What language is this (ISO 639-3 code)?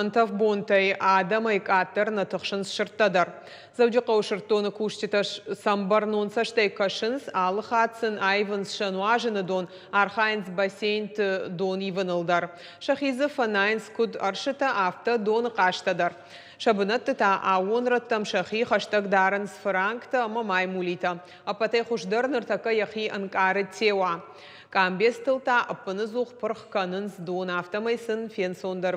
oss